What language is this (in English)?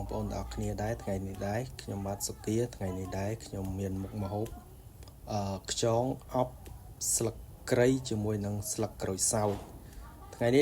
Khmer